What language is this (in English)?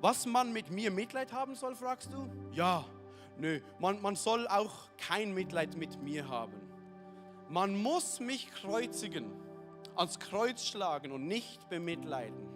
Swiss German